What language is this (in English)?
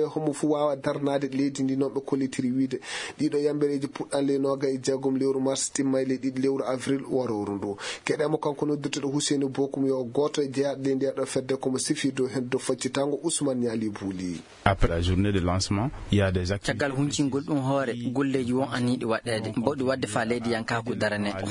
Fula